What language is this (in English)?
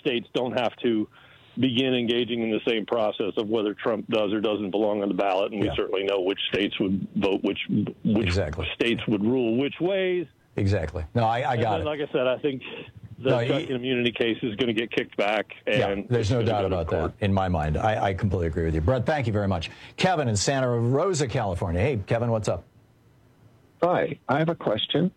English